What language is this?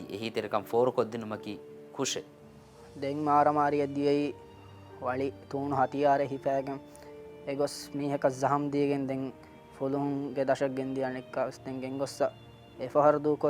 Divehi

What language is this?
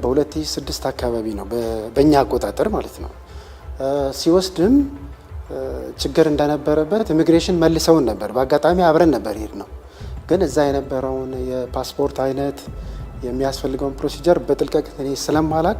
Amharic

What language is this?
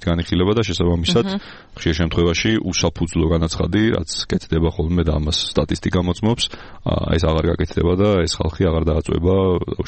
Georgian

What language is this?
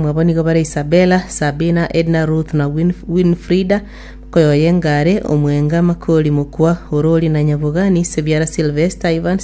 Gusii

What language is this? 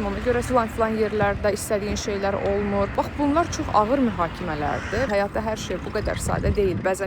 Azerbaijani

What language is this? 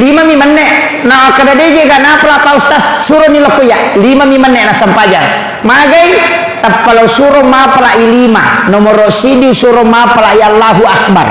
Buginese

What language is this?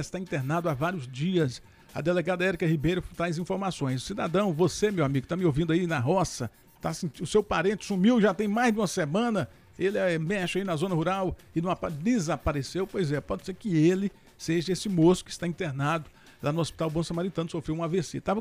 Portuguese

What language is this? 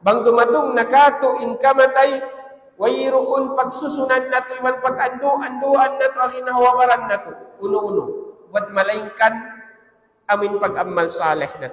Tausug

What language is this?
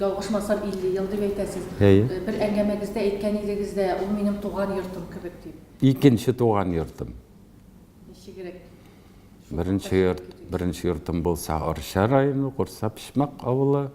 Tatar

